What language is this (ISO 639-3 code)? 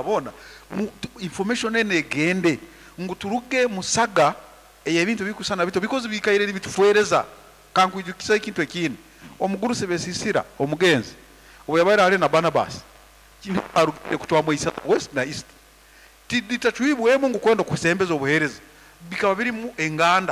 nyn